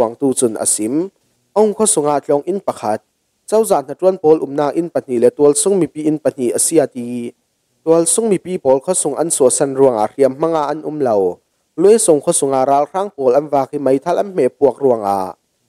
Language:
Falam Chin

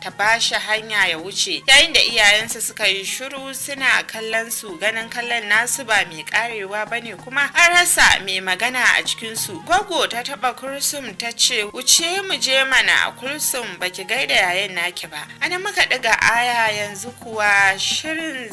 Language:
Hausa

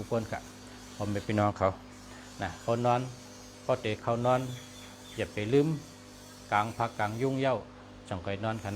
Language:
Shan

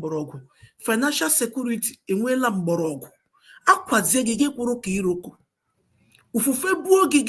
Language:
Igbo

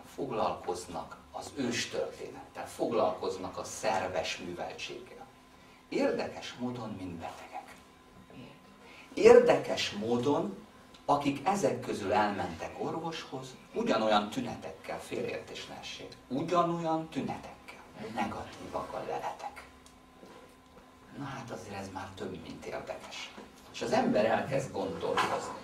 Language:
Hungarian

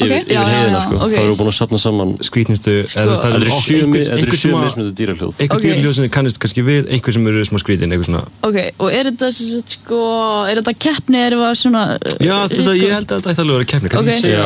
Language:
Icelandic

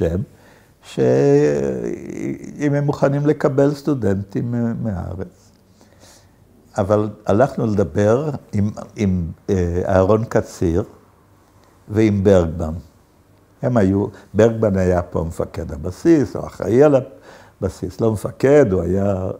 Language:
Hebrew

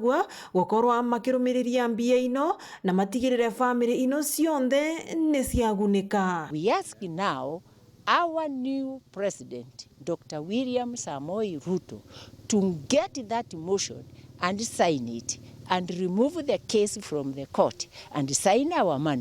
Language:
Meru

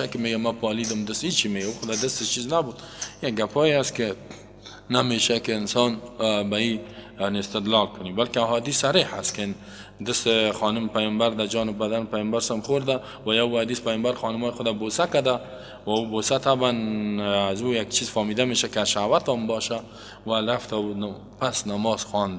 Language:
Persian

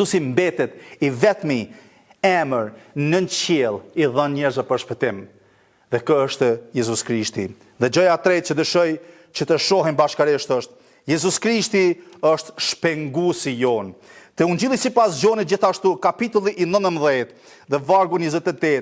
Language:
Albanian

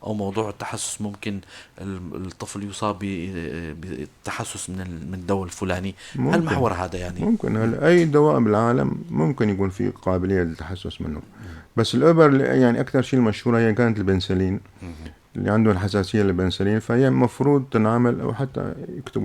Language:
North Levantine Arabic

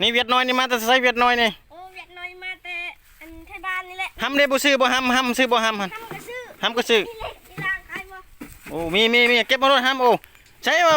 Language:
Lao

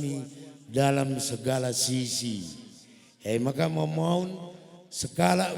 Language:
Batak Karo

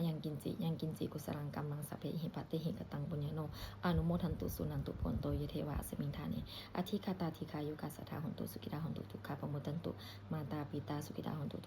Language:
Pali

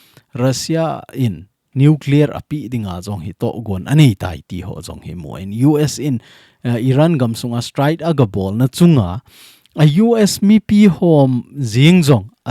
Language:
Thado Chin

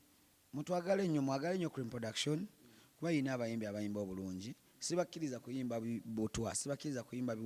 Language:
Ganda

